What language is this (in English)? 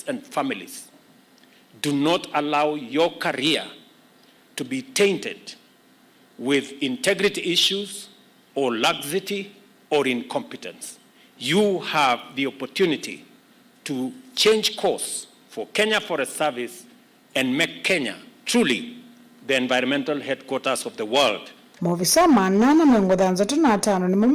Kamba